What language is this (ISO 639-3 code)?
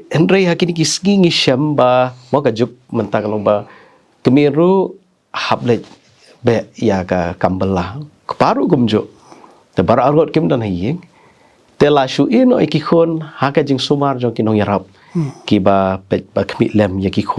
kha